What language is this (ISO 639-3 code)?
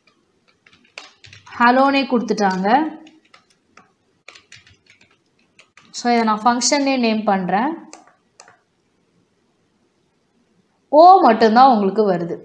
tam